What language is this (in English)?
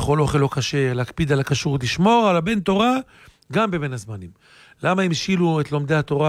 Hebrew